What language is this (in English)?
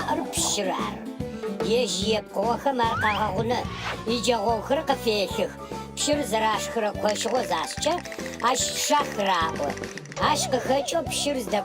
Adyghe